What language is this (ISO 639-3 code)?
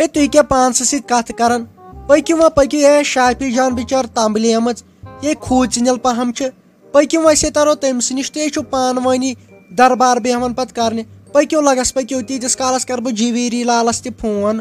kas